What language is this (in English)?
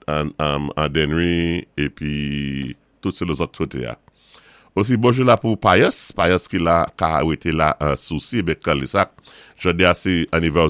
Saint Lucian Creole French